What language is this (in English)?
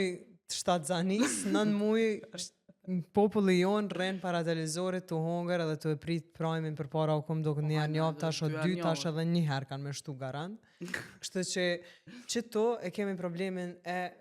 Albanian